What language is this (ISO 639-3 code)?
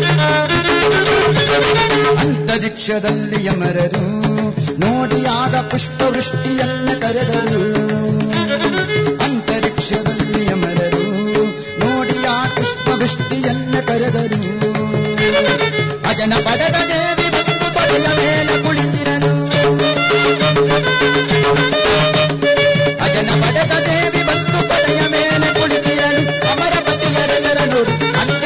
kan